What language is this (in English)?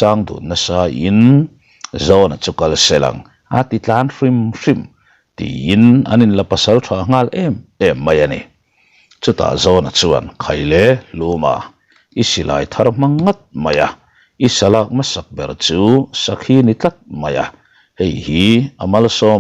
Mizo